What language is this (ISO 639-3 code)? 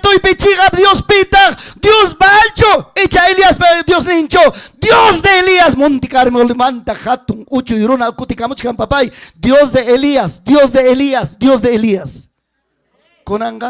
quy